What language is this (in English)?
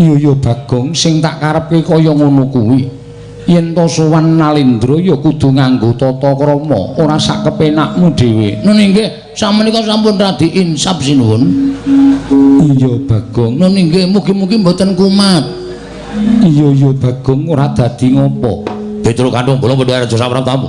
Javanese